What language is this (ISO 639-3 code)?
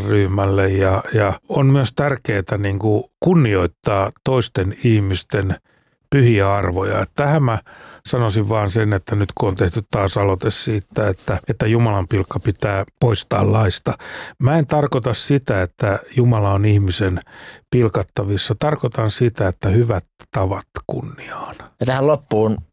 fin